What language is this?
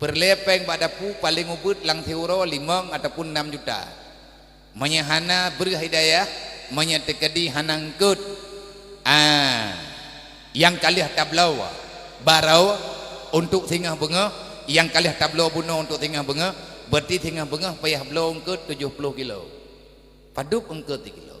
Achinese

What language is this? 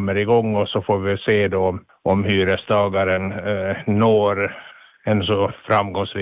Swedish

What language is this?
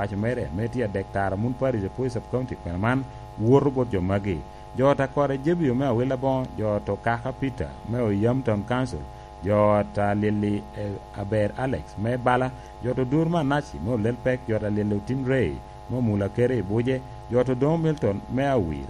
Lango (Uganda)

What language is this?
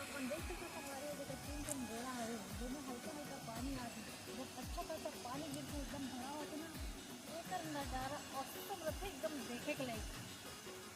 Chhattisgarhi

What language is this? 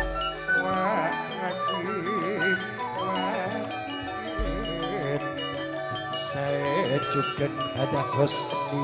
Madurese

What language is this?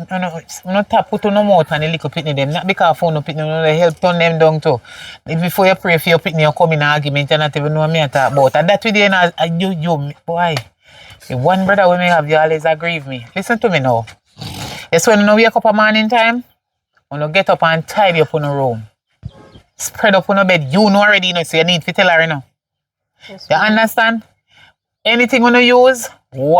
Jamaican Creole English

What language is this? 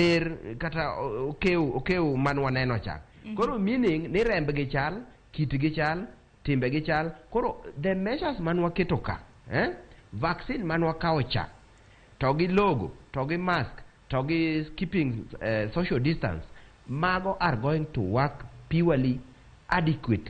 Luo (Kenya and Tanzania)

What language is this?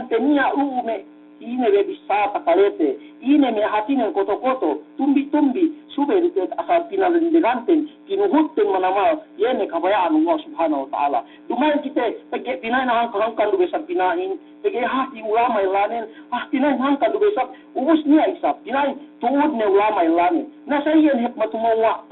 Yakan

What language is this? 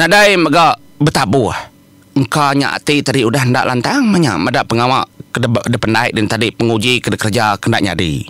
Iban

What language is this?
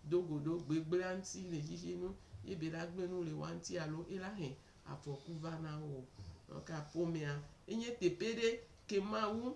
Gen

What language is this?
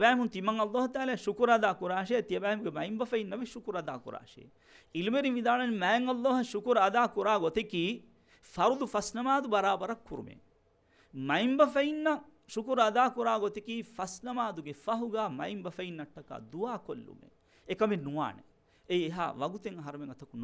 Divehi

